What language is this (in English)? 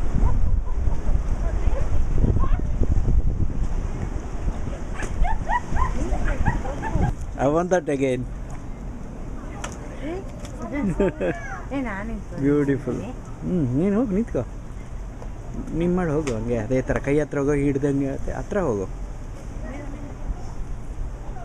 Kannada